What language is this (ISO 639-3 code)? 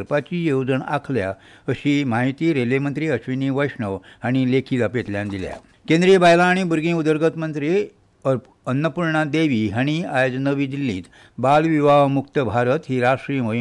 kok